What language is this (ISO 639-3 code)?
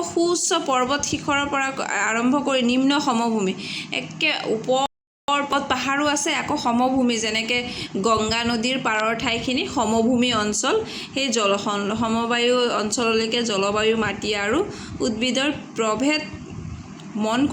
asm